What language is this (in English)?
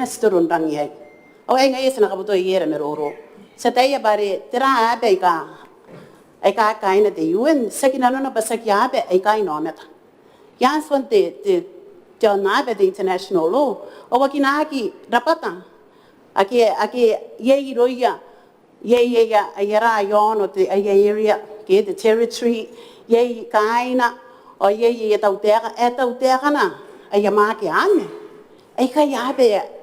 Gilbertese